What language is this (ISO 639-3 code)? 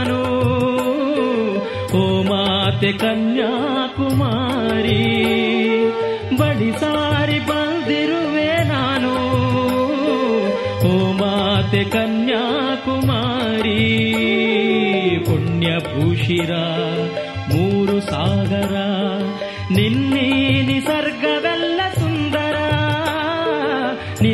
kan